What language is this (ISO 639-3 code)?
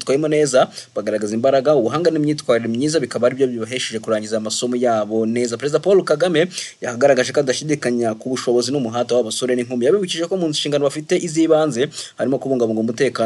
kin